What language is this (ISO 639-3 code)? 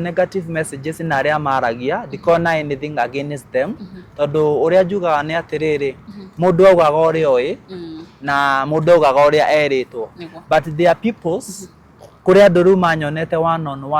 kik